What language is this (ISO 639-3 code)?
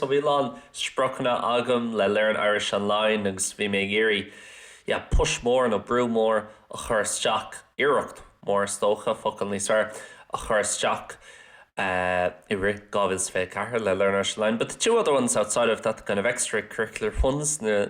gle